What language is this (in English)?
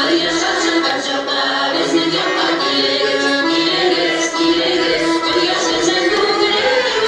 Bashkir